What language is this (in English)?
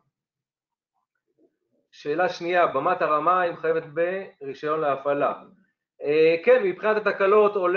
Hebrew